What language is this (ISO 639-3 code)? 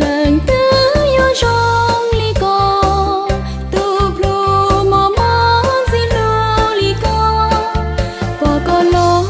hmn